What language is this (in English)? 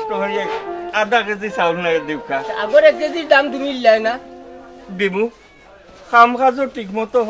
Sylheti